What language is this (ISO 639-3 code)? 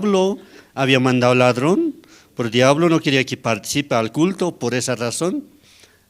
aym